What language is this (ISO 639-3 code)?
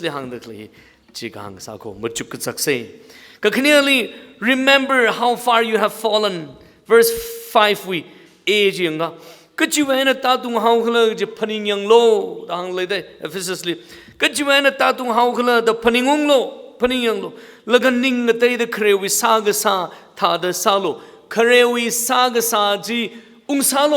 nmf